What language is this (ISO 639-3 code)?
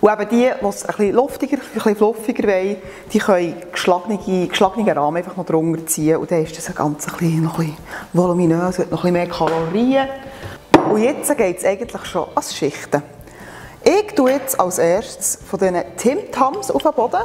gsw